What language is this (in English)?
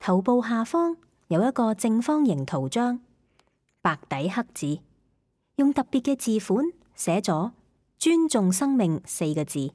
Cantonese